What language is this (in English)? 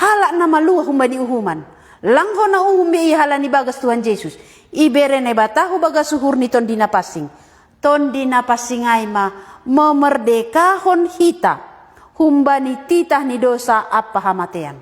Batak Simalungun